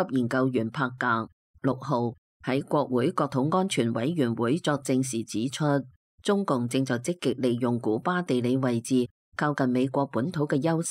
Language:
Cantonese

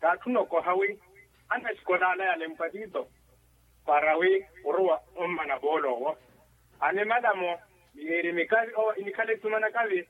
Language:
Makhuwa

